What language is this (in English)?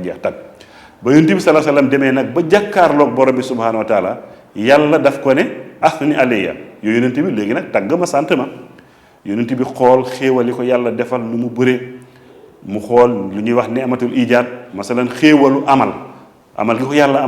Wolof